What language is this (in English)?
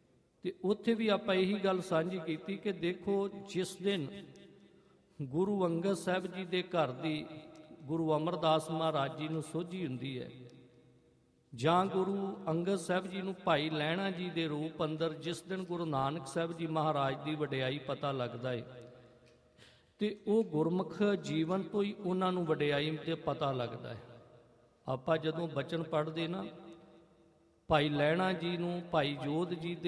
Punjabi